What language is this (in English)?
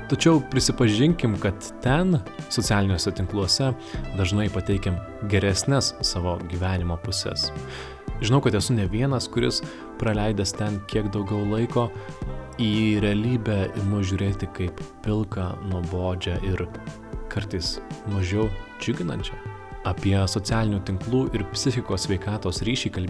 Lithuanian